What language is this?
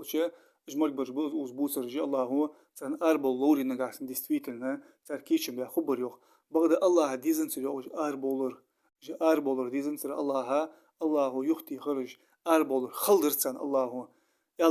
Ingush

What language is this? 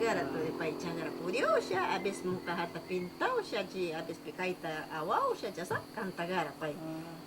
Northern Pastaza Quichua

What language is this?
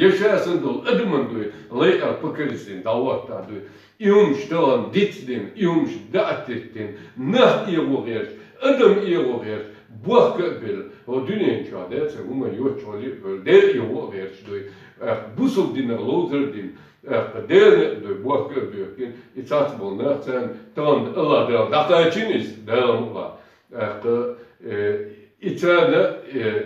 Chechen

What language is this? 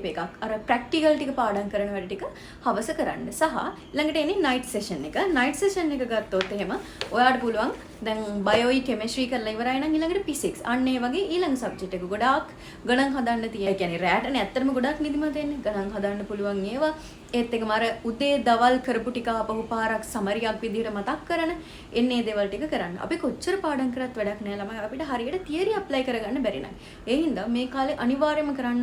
Sinhala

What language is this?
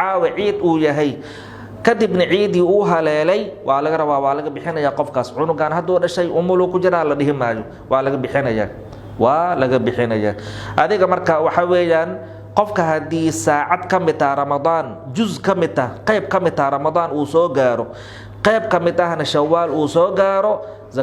Somali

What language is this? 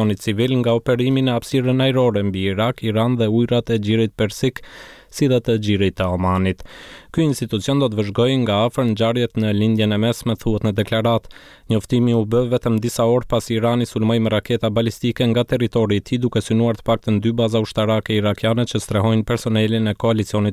Albanian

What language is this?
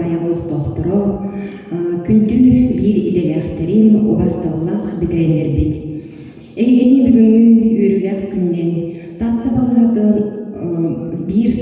Yakut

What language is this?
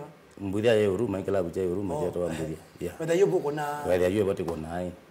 Kamba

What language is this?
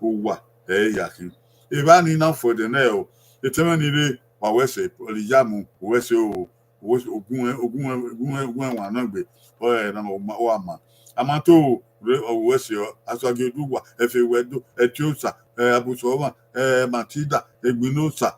Bini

